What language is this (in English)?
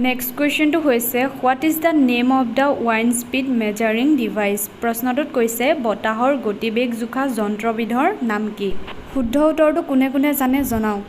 Assamese